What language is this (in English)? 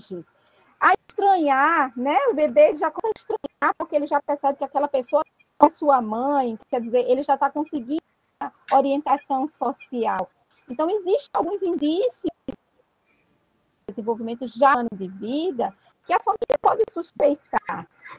Portuguese